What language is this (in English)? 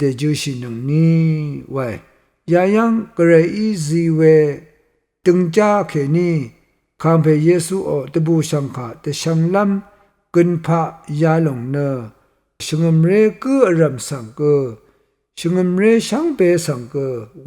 Rawang